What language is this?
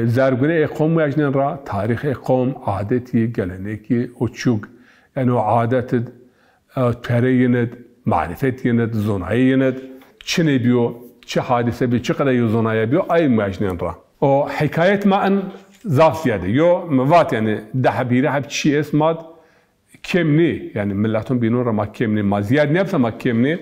Zaza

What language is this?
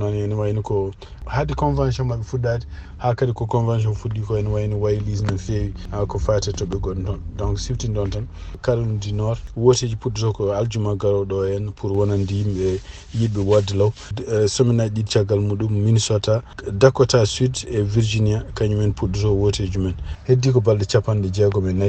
Fula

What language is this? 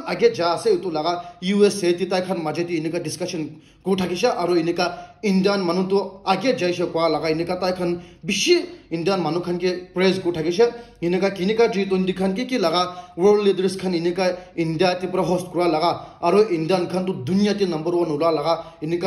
Naga Pidgin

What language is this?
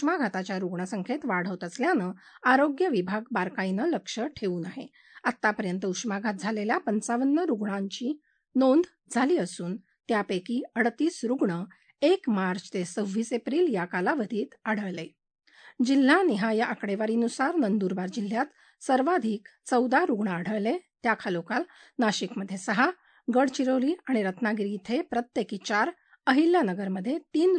Marathi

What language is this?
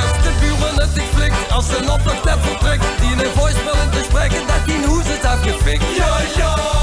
Limburgish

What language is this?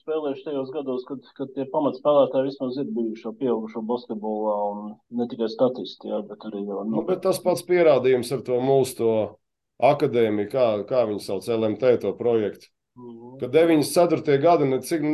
Latvian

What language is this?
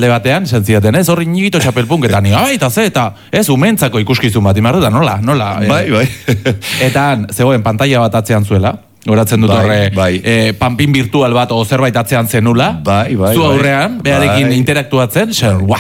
Basque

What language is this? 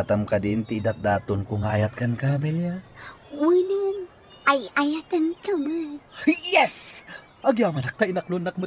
Iloko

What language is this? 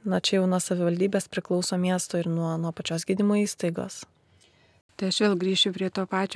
Lithuanian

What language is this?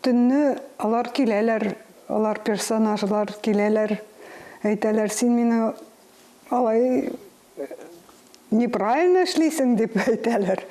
Tatar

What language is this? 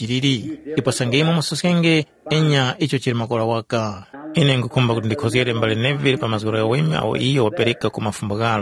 Tumbuka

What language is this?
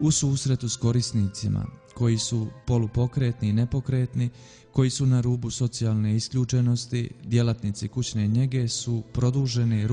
Bosnian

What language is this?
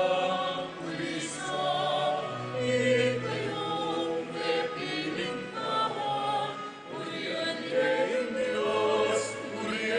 Pampanga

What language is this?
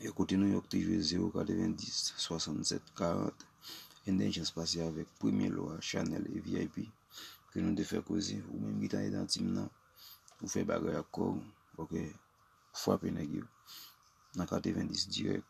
Haitian Creole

